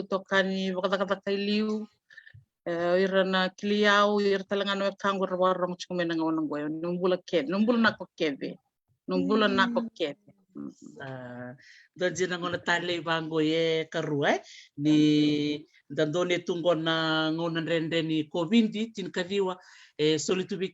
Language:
Fijian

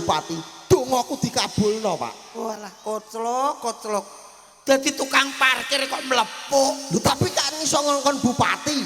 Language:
Javanese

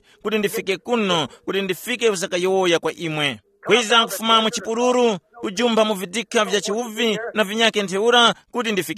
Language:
Tumbuka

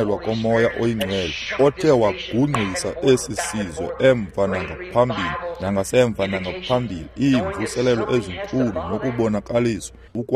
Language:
Xhosa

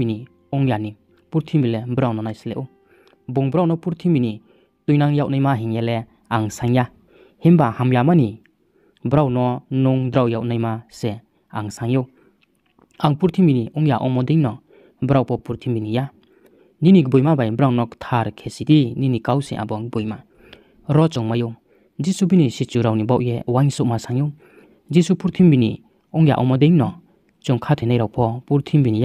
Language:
Riang (India)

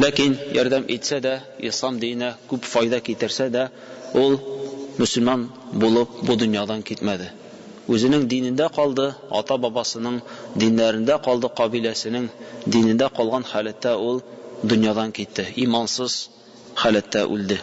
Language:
Tatar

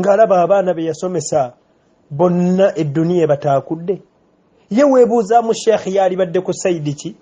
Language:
Ganda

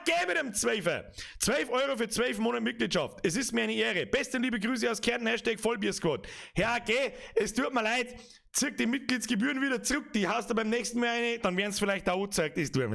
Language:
Bavarian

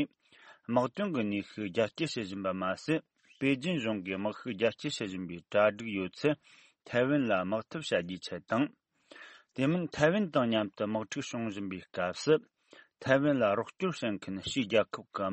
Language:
Tibetan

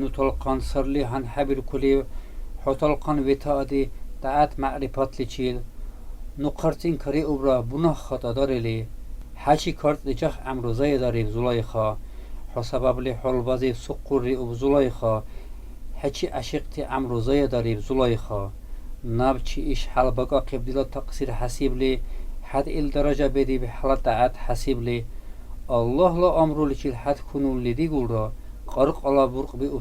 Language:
Dargwa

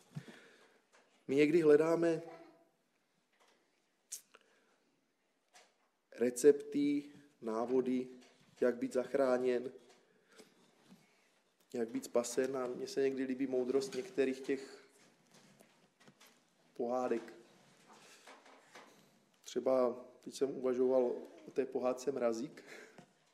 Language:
Czech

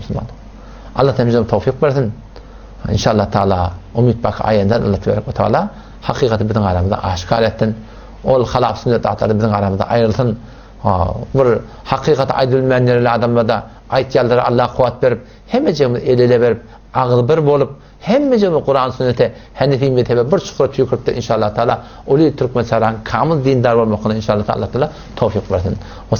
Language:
Turkmen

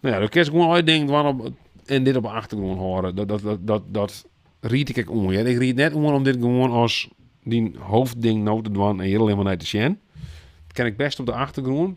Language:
Western Frisian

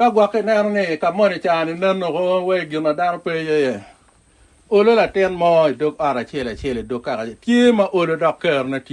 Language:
Acoli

